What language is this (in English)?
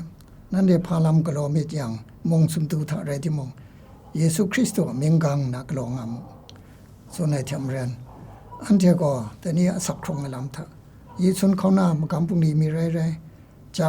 Kachin